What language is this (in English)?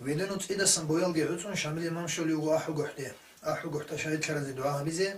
Avaric